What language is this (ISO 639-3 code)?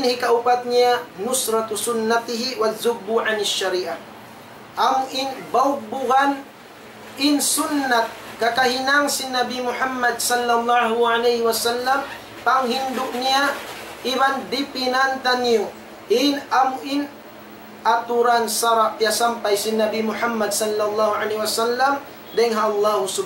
tsg